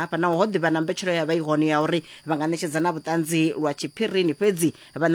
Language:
Venda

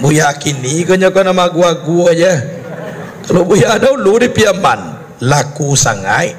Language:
Minangkabau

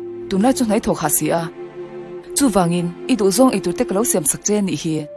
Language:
Mizo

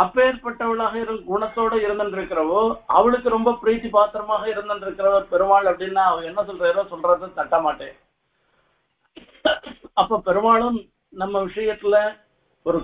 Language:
Tamil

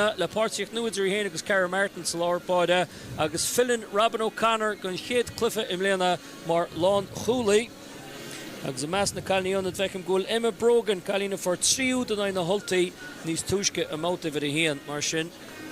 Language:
Irish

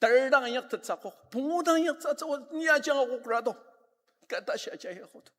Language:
Ao Naga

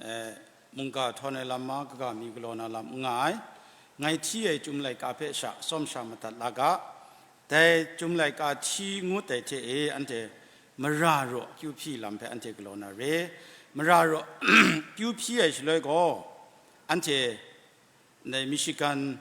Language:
Kachin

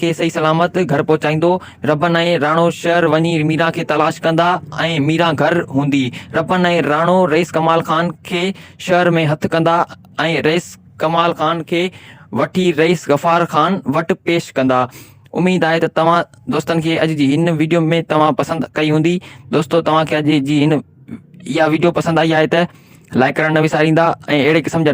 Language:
Sindhi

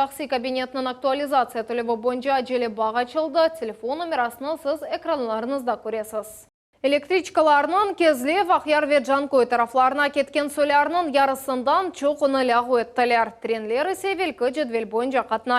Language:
Crimean Tatar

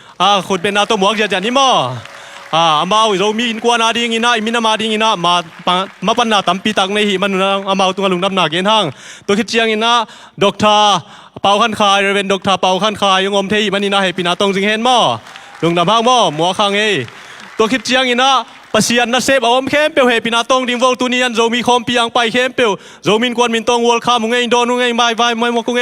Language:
Tedim Chin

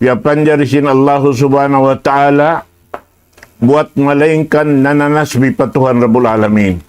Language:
Tausug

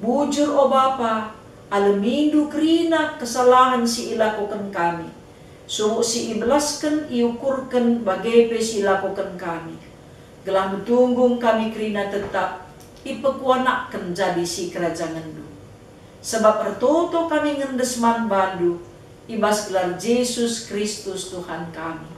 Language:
Batak Karo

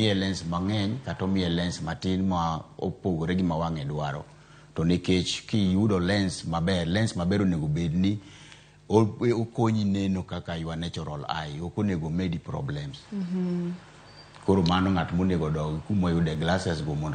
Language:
Luo (Kenya and Tanzania)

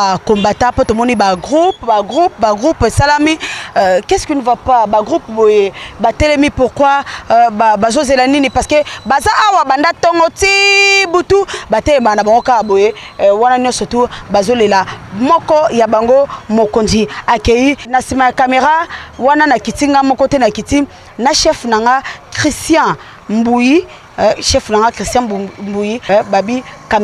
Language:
Lingala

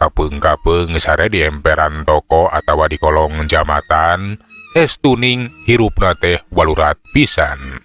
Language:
Sundanese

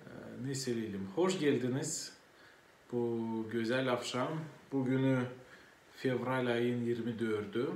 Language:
Gagauz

